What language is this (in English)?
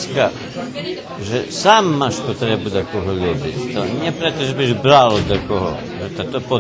Rusyn